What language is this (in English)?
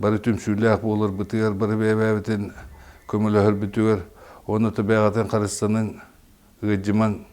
Yakut